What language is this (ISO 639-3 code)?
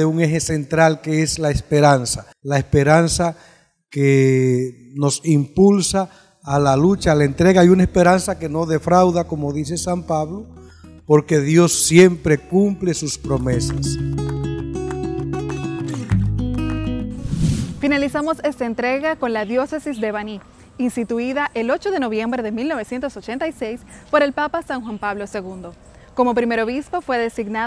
spa